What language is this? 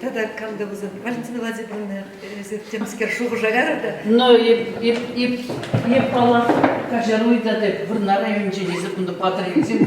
Chuvash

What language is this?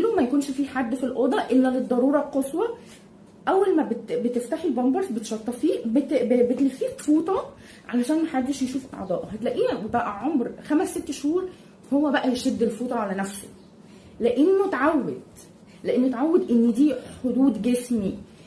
Egyptian Arabic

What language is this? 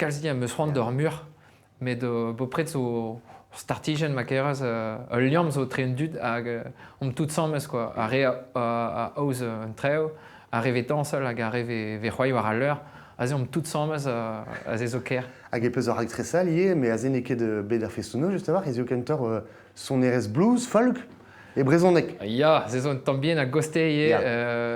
Breton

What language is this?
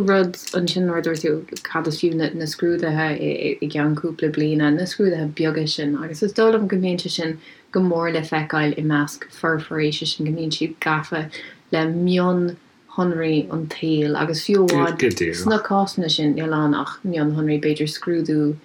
Irish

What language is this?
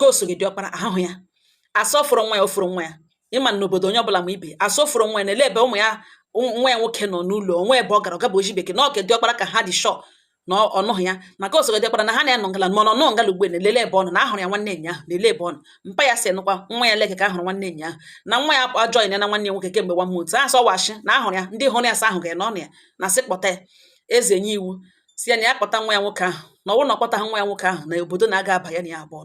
Igbo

